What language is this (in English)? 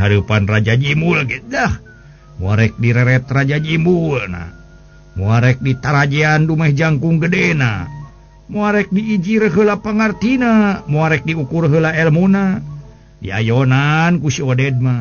Sundanese